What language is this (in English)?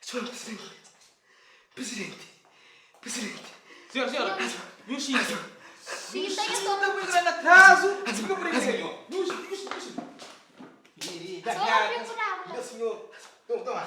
Kabuverdianu